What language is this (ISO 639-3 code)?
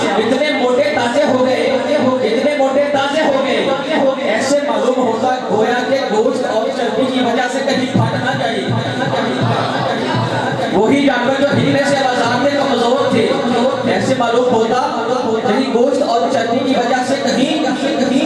urd